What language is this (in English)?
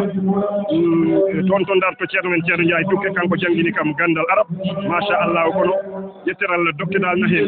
Fula